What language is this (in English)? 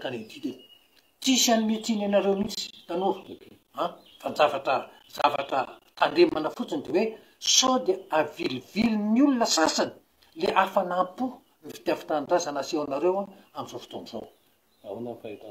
Malagasy